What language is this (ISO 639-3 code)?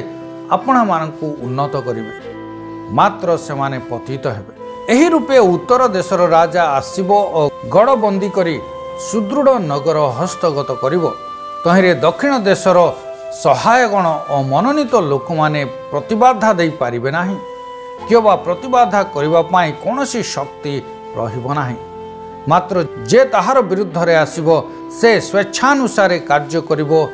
ori